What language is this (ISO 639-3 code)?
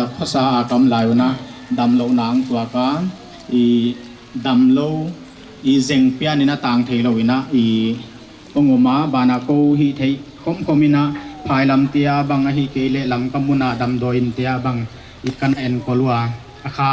pck